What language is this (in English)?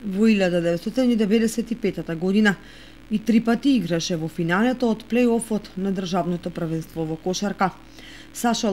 Macedonian